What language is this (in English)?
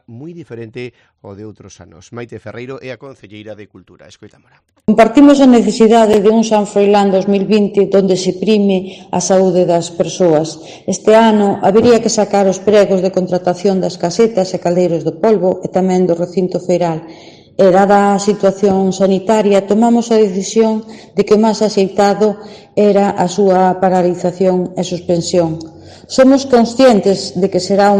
Galician